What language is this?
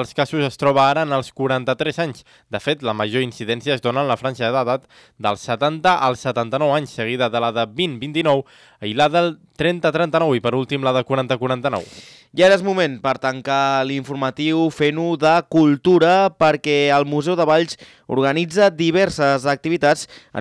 Catalan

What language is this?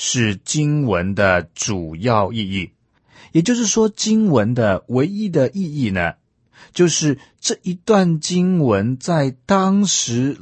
Chinese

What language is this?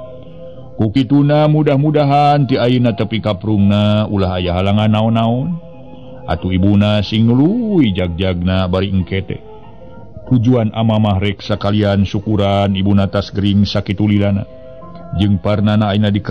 Sundanese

